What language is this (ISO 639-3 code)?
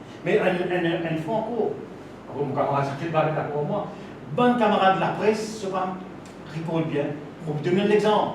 mfe